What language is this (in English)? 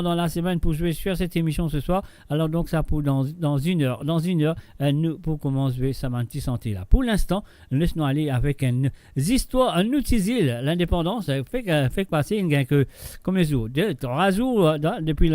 Morisyen